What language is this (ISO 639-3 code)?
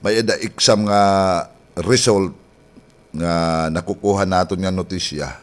war